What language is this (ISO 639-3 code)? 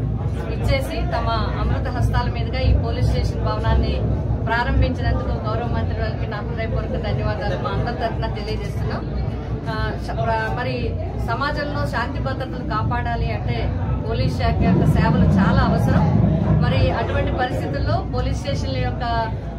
tel